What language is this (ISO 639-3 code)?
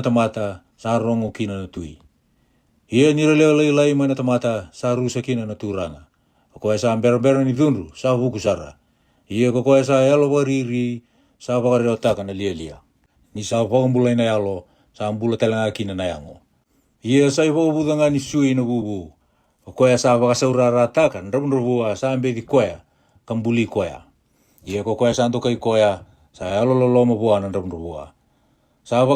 fij